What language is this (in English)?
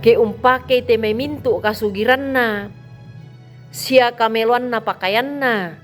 Toraja-Sa'dan